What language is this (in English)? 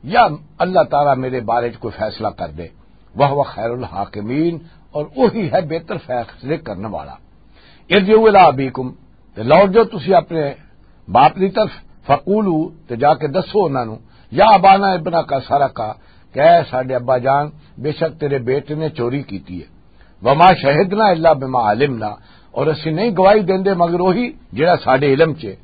Western Panjabi